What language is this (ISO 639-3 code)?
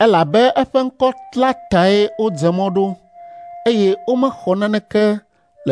ewe